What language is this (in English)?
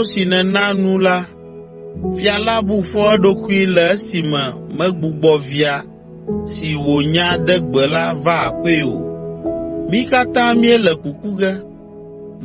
Ewe